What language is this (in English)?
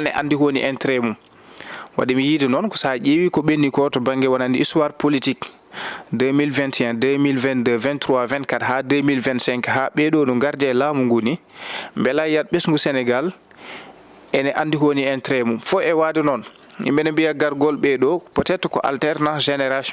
Fula